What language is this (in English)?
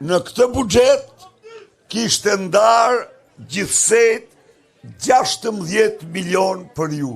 Albanian